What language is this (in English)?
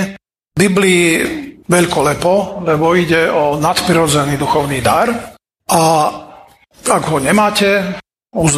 Slovak